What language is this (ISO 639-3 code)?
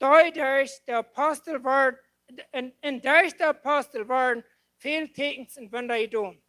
pdt